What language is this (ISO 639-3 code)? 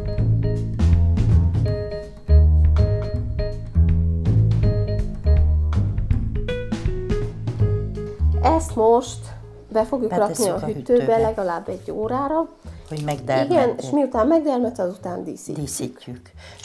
hun